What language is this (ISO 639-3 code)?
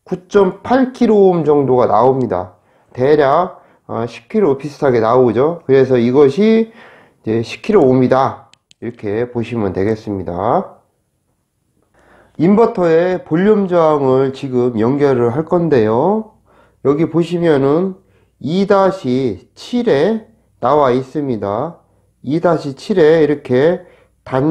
kor